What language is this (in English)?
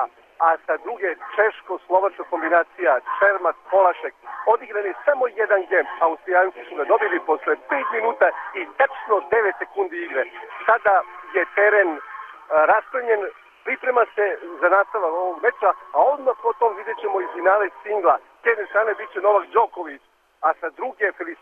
Serbian